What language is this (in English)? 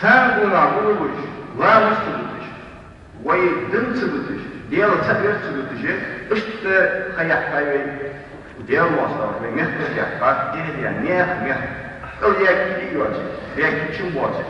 Ingush